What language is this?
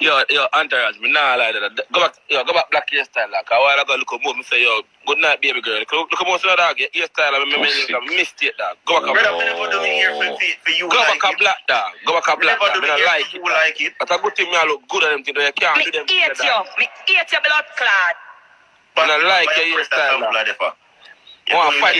Jamaican Creole English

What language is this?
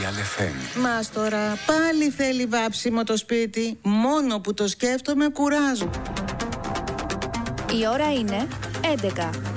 Greek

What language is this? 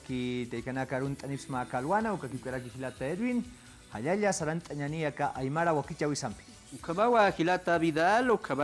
Aymara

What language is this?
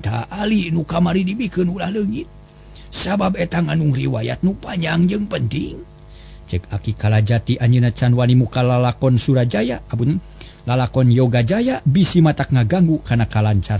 Sundanese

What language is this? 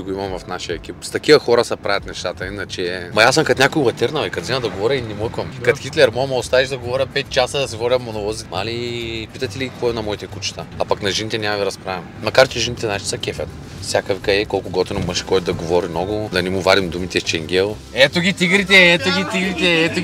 Bulgarian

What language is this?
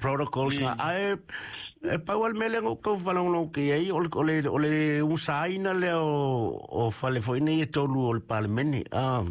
Samoan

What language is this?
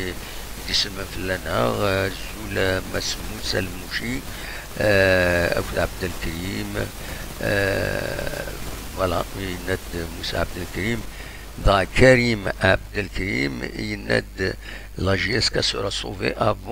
Kabyle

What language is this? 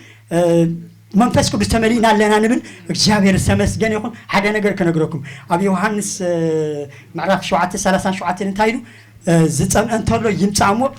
Tigrinya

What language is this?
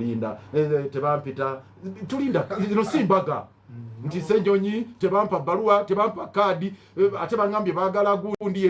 Ganda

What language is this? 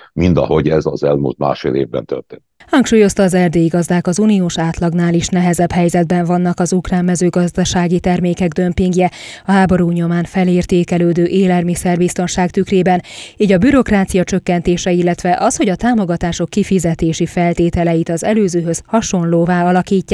Hungarian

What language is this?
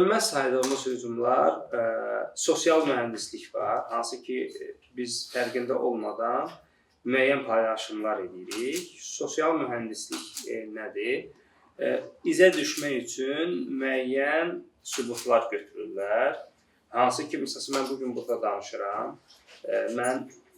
Azerbaijani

